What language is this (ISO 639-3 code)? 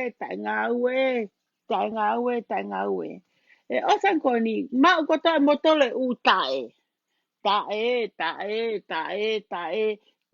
ton